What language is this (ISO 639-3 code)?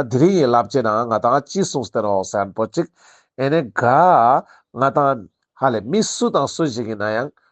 lbj